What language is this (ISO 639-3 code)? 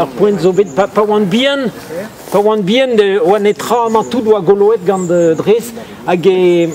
bre